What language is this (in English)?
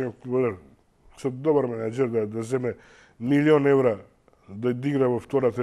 Macedonian